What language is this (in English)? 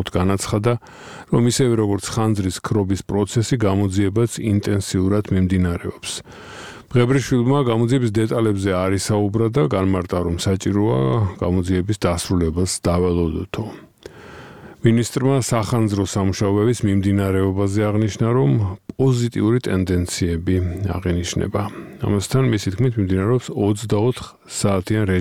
Georgian